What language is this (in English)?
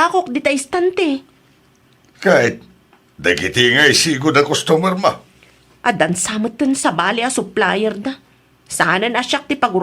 Iloko